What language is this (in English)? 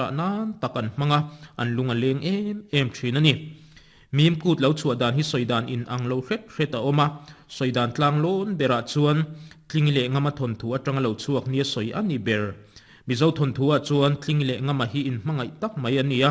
Mizo